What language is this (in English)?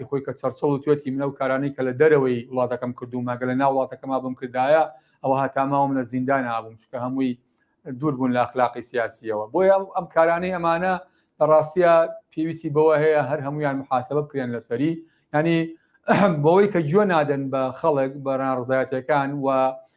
Central Kurdish